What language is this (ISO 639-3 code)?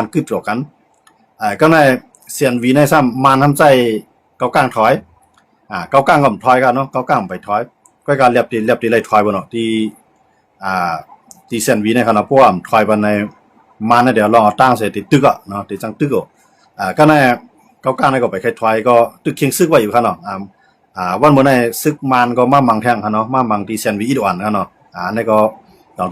shn